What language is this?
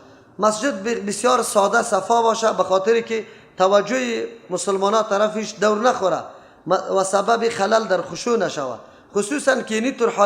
Persian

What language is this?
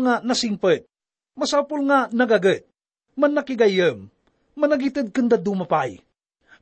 Iloko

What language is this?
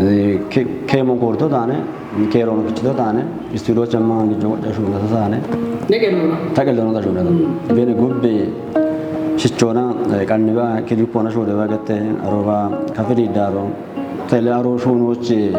Kafa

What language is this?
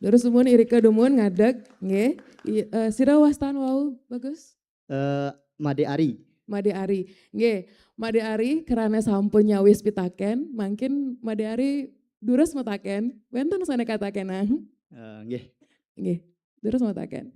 Balinese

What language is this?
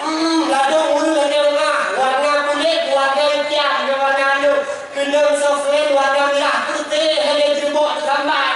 Achinese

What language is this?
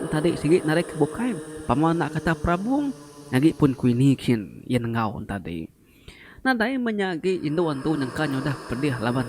Iban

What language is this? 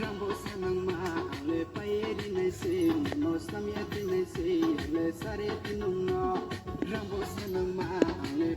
Kok Borok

